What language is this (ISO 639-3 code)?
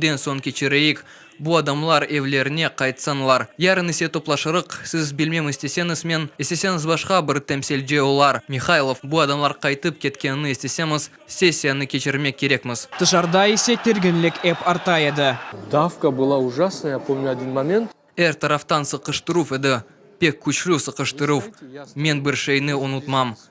crh